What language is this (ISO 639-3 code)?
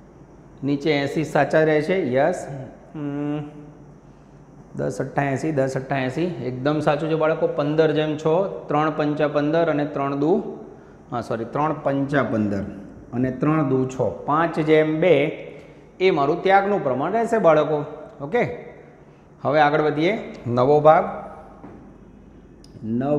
guj